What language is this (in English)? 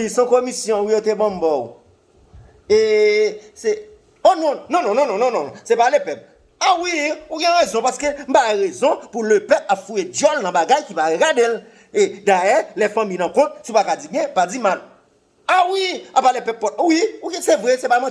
Haitian Creole